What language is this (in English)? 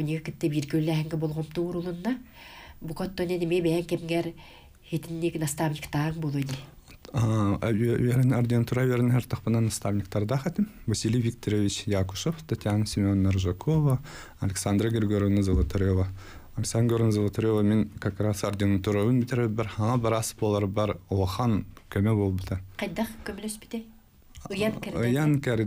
Yakut